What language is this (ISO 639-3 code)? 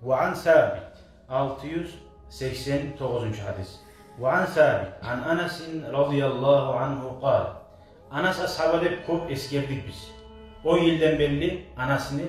kum